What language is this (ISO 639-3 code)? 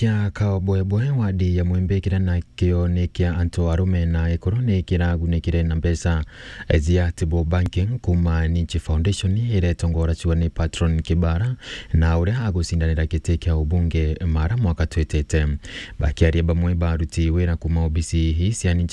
mer